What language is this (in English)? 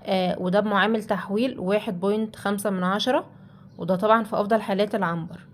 Egyptian Arabic